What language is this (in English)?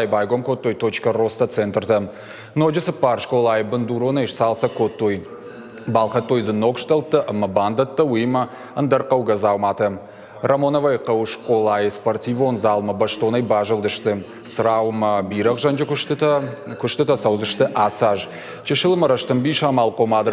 Ossetic